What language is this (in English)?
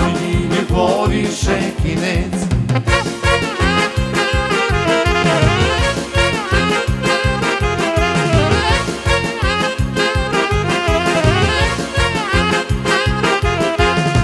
Ukrainian